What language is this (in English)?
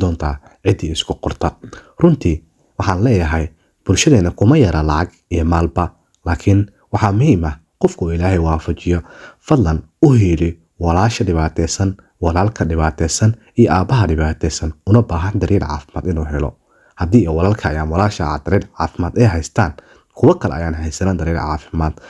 Somali